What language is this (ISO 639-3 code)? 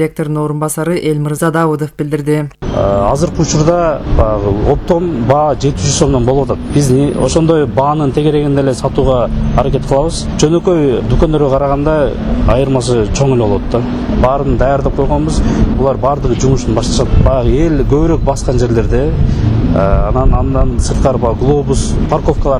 kir